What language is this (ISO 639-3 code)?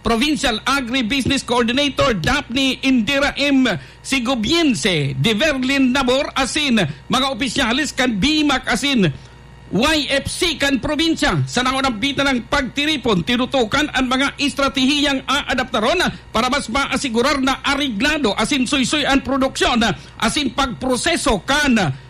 bik